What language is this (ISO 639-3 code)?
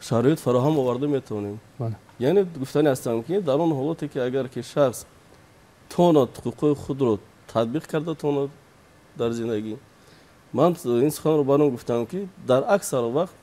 tgk